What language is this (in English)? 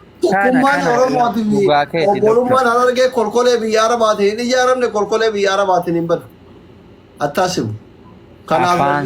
Oromo